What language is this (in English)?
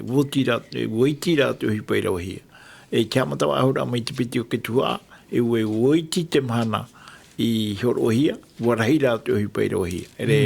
Tahitian